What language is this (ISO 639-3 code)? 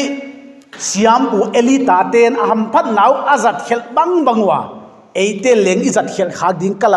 pck